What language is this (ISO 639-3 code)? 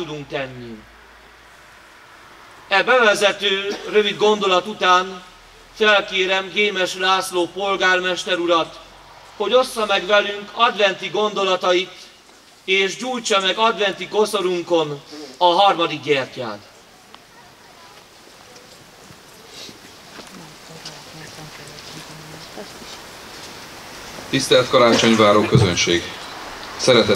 hun